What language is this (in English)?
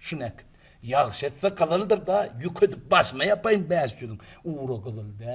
Turkmen